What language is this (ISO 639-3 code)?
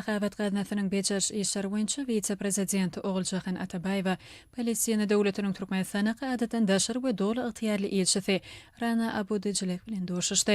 tuk